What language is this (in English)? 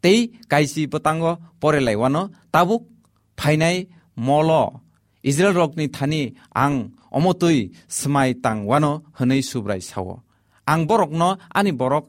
Kok Borok